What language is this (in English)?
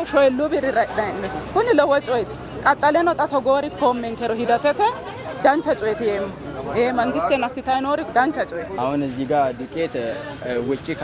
Sidamo